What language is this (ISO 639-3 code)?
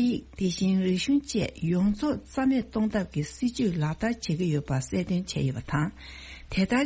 bod